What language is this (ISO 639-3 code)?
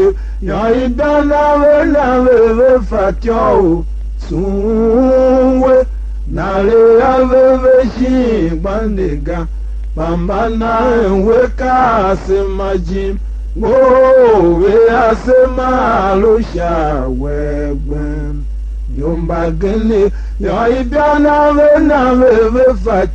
tiv